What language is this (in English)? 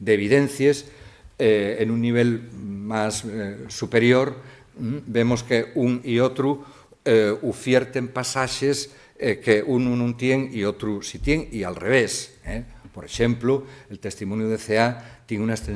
Asturian